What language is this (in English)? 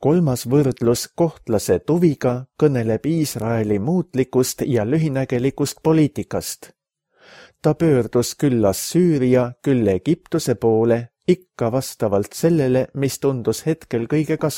Estonian